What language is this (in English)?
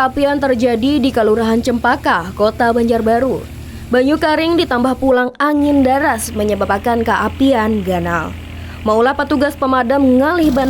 Banjar